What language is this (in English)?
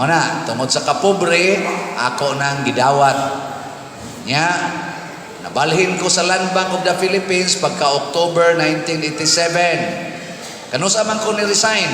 Cebuano